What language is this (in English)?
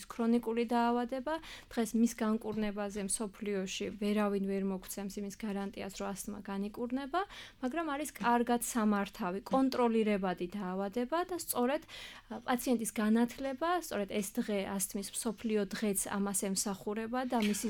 Georgian